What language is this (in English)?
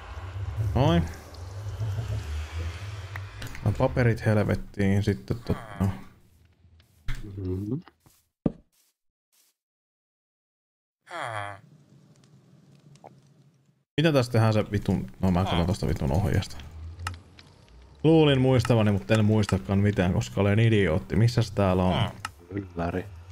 Finnish